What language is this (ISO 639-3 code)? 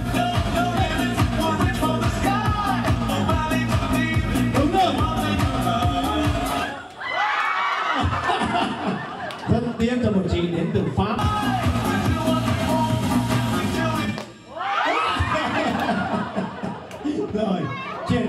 vie